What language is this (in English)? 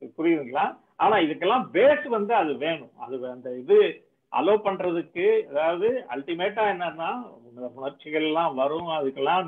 Tamil